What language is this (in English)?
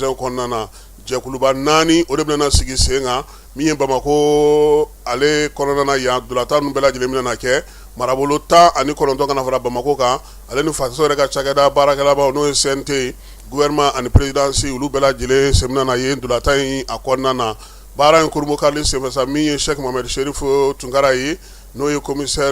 Bambara